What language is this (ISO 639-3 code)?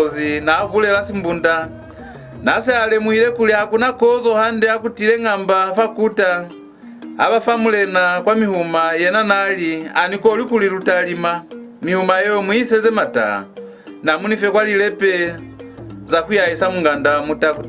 loz